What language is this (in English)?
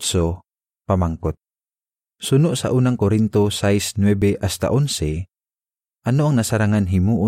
Hiligaynon